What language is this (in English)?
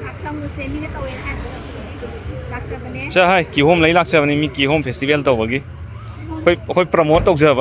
Manipuri